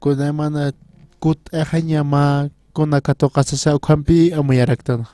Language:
Aymara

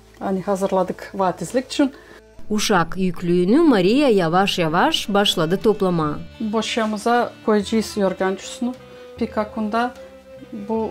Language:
Gagauz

